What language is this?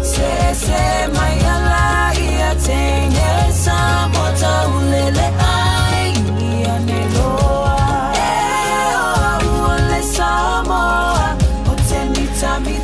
Samoan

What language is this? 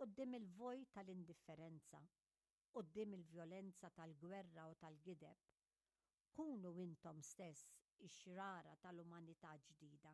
Maltese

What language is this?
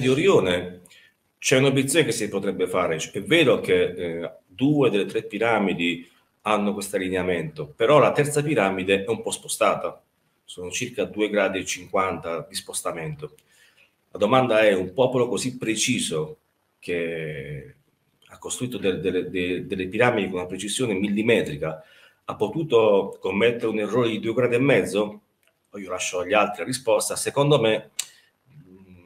Italian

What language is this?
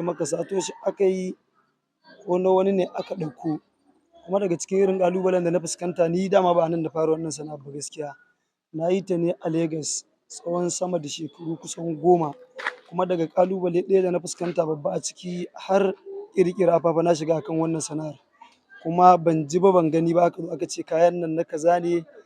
Hausa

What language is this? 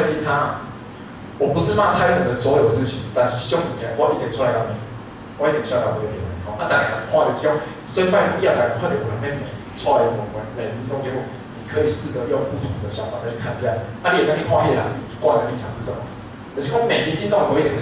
Min Nan Chinese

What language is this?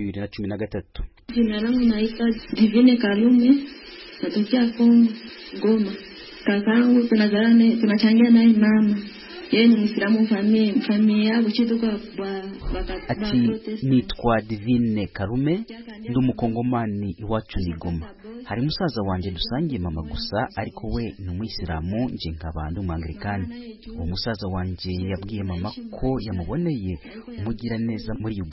Kinyarwanda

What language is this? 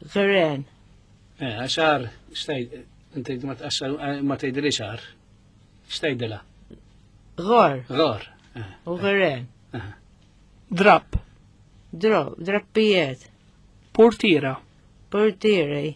Maltese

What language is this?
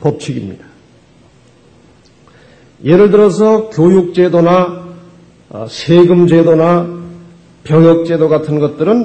Korean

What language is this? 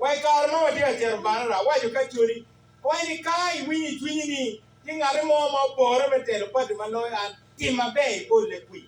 Acoli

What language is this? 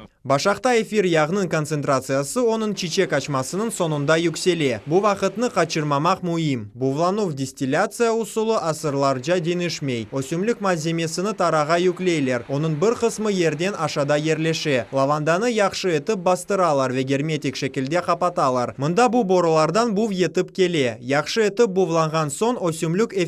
Crimean Tatar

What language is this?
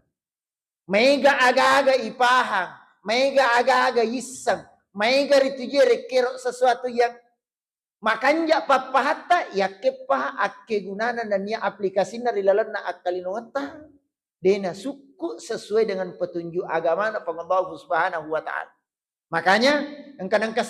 Buginese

